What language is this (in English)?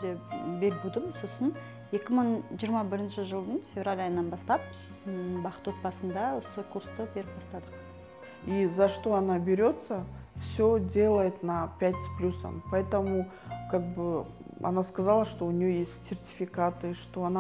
Kazakh